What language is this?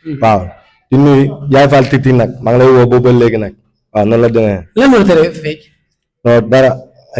Wolof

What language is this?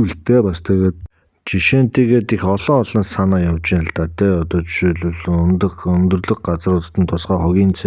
Mongolian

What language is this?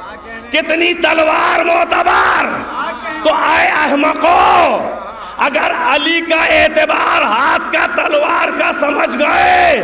Urdu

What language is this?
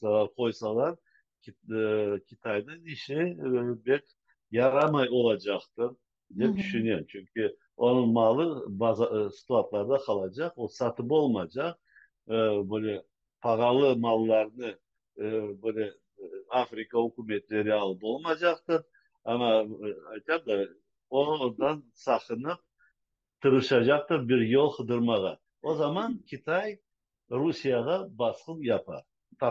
Crimean Tatar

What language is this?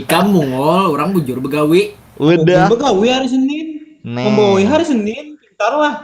Banjar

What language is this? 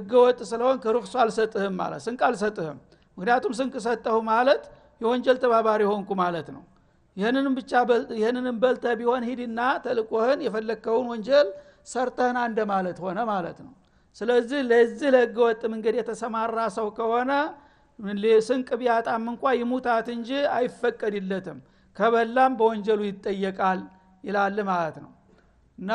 Amharic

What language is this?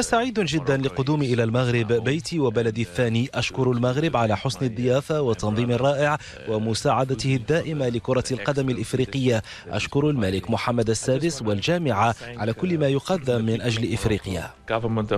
Moroccan Arabic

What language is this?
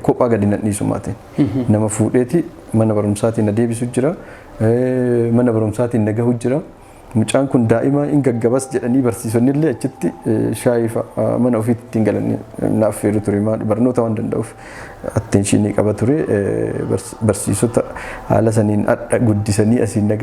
Oromo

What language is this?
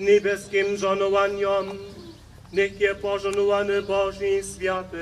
Upper Sorbian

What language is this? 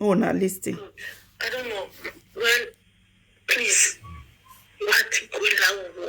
Nigerian Pidgin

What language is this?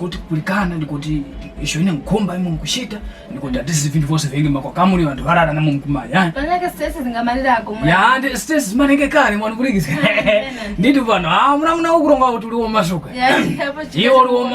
Tumbuka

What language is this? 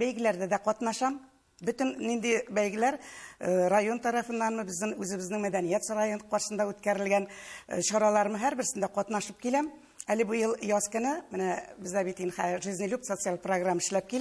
Tatar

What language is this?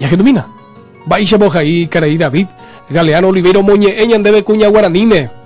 Guarani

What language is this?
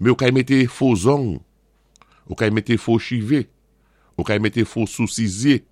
Saint Lucian Creole French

